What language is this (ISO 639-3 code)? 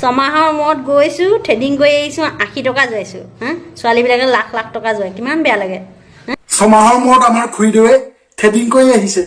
asm